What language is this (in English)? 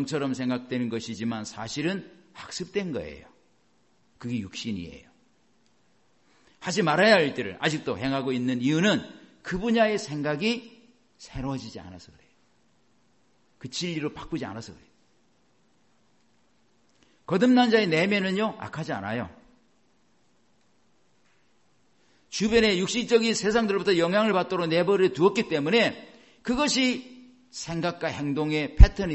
Korean